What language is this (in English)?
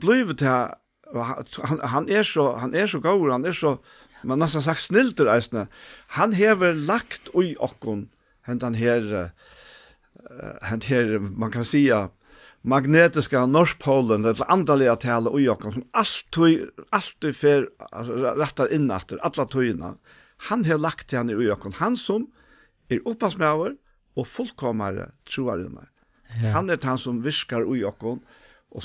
Faroese